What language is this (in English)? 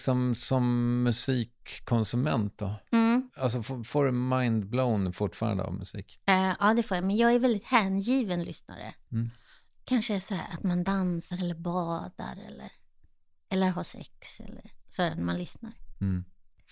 Swedish